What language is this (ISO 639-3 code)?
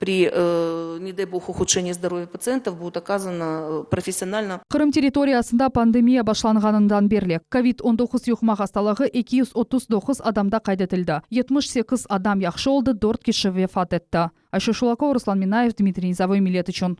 crh